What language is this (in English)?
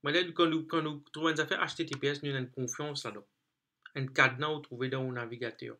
Morisyen